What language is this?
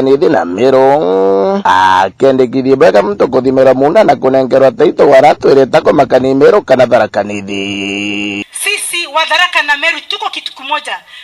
Meru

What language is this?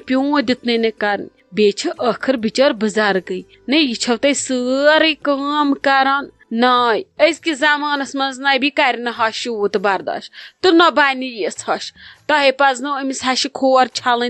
Kashmiri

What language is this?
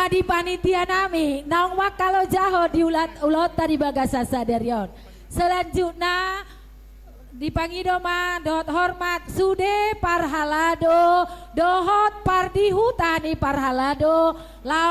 Batak Toba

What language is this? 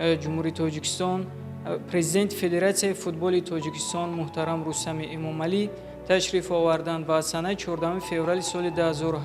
Tajik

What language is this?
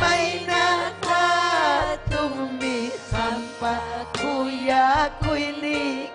Ayacucho Quechua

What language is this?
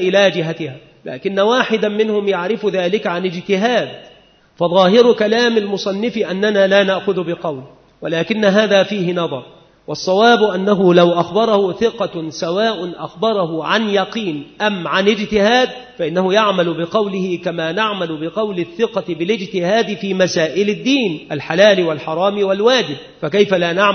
Arabic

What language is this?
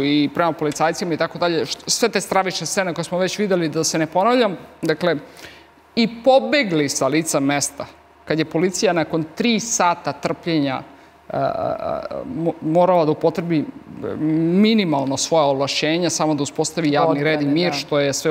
Serbian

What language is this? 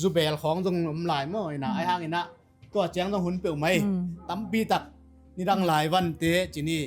Tedim Chin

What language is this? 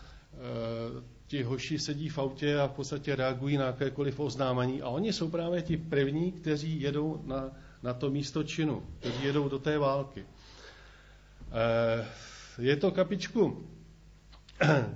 Czech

